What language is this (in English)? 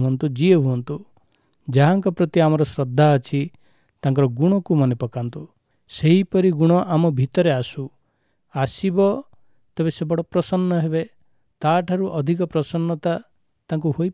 Odia